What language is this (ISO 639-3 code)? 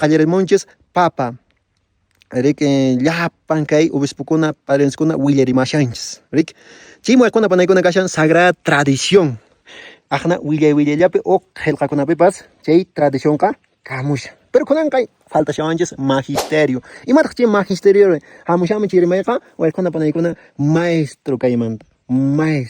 que